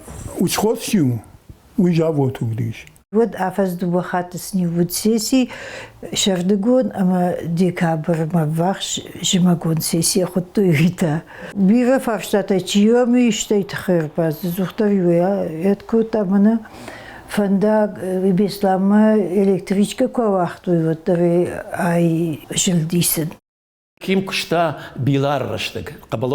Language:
Ossetic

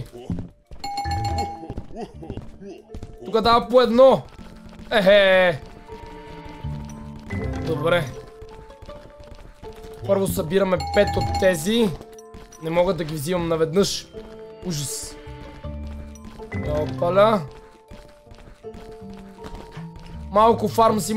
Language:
Bulgarian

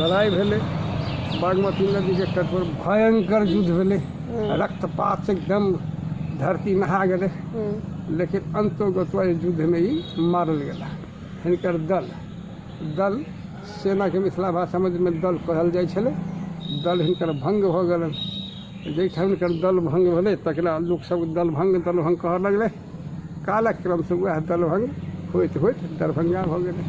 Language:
Maithili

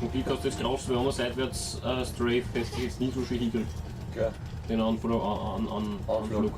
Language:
Bavarian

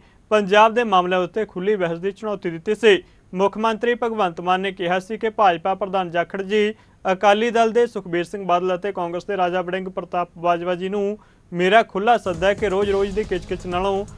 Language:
Punjabi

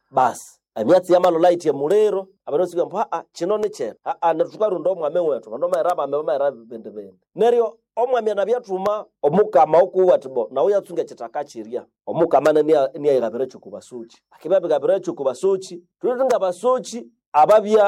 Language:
Nande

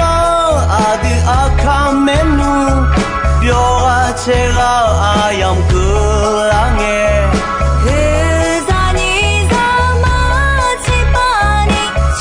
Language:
Akha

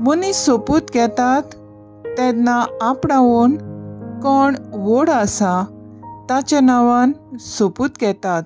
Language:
Konkani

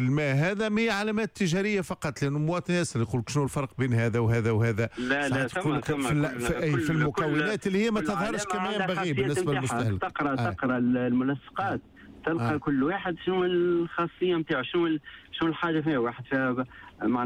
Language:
Tunisian Arabic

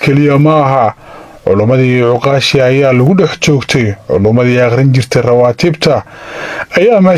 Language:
Somali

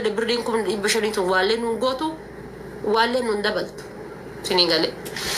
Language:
Oromo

